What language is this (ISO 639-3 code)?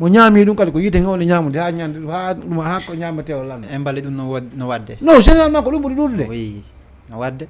ful